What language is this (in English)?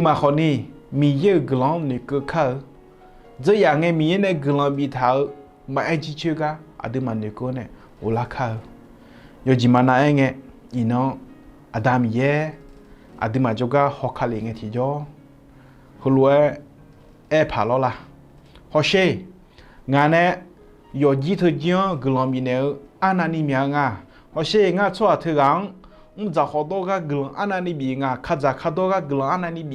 Akha